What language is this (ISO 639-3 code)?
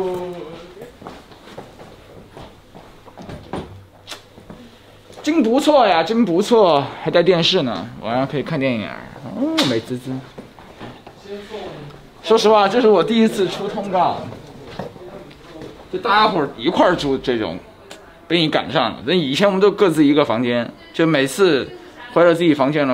zho